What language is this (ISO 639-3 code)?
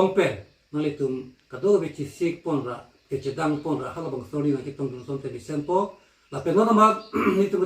mjw